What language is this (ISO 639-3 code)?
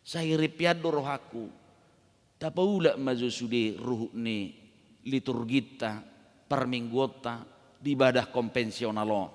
bbc